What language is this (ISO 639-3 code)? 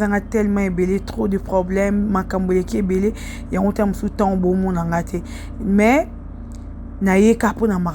lin